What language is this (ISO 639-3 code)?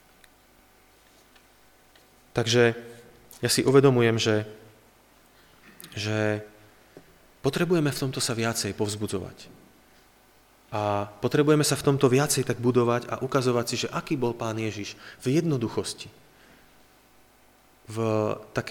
slk